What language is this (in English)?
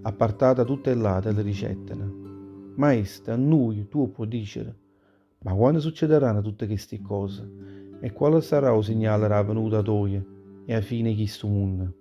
Neapolitan